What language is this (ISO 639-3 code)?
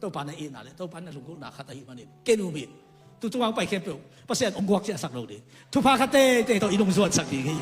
ctd